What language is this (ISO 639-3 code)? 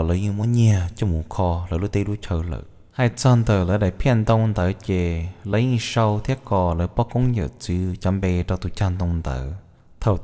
hmn